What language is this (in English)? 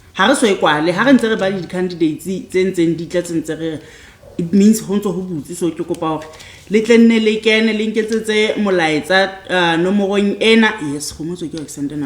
Southern Sotho